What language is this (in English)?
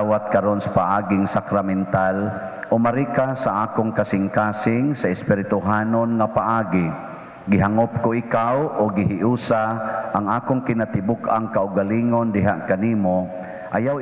Cebuano